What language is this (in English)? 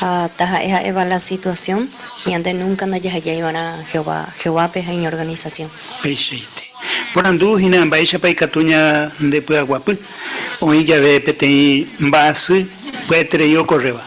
Guarani